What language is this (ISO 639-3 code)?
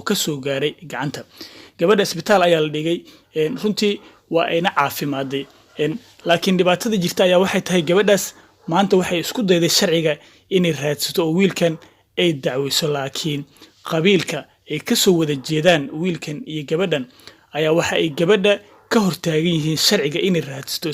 som